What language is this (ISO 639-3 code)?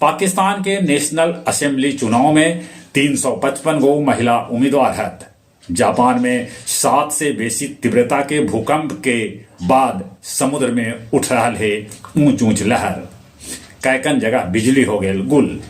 mag